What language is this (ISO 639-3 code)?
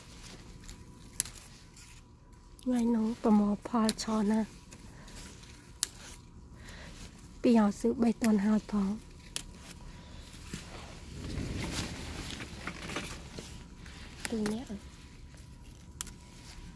vie